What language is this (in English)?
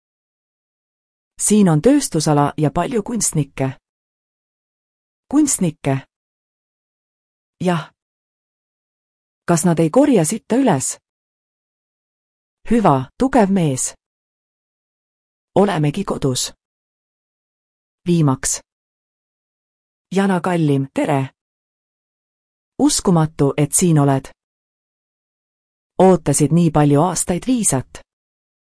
Estonian